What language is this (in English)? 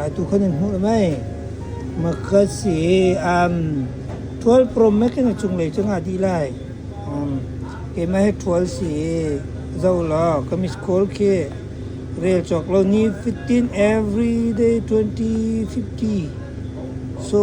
Hakha Chin